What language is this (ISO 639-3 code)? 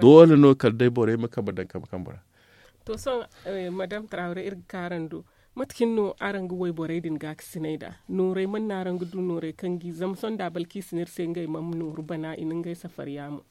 dje